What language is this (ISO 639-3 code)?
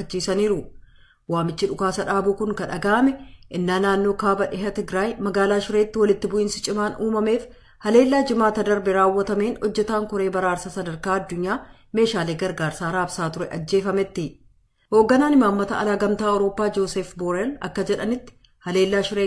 orm